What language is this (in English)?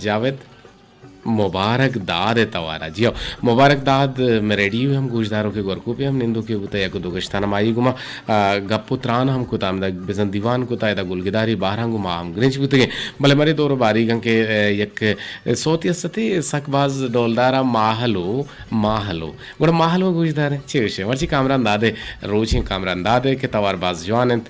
Eastern Balochi